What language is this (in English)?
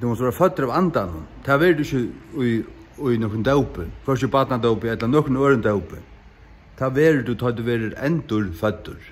Faroese